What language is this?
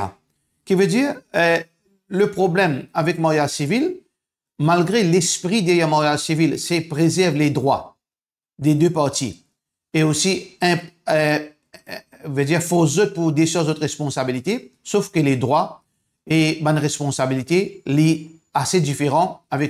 Morisyen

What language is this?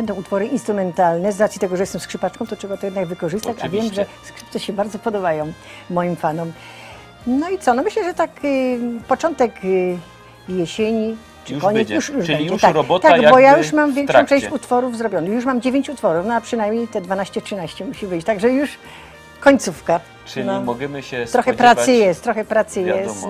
Silesian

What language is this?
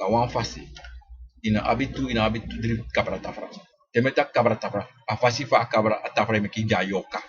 Sranan Tongo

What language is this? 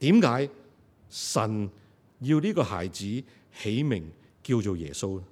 Cantonese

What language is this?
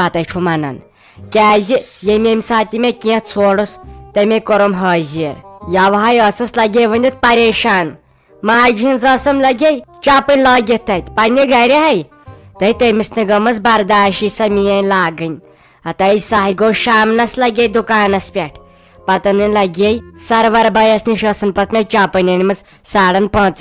Kashmiri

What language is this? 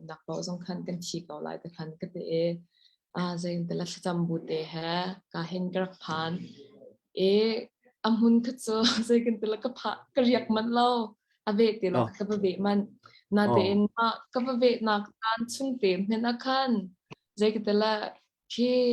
Hakha Chin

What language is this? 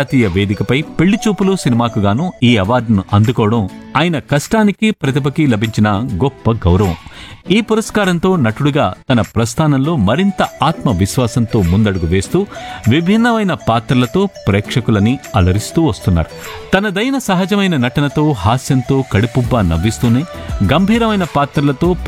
Telugu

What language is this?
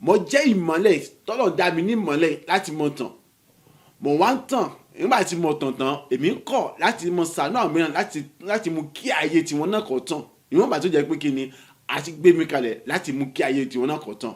Yoruba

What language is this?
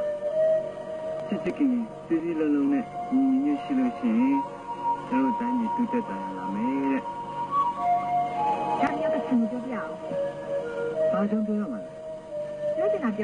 Burmese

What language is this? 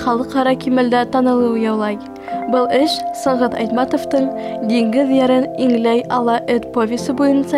Bashkir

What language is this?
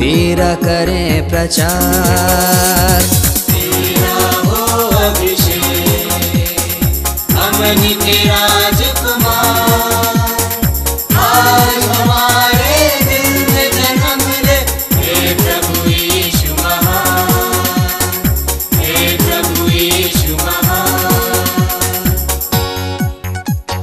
Hindi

